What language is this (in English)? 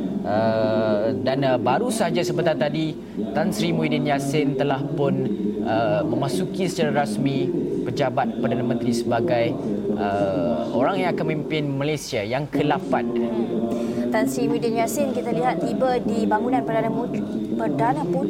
Malay